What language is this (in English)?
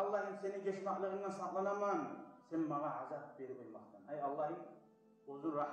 Kumyk